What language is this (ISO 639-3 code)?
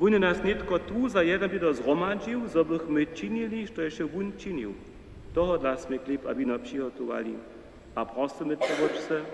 hsb